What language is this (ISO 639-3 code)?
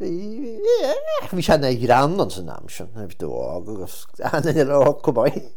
gle